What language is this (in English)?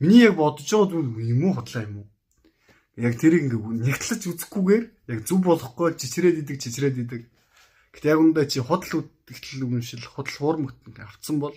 Mongolian